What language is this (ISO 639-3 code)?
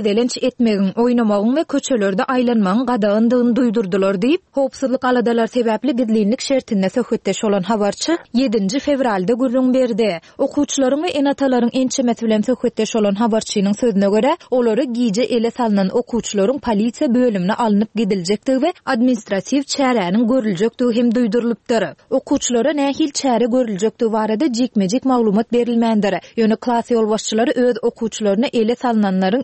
tuk